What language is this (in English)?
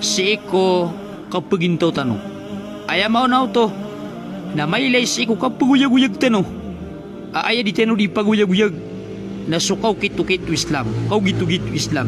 Maranao